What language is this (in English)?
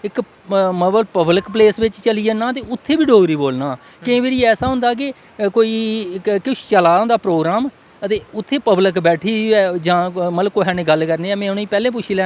Dogri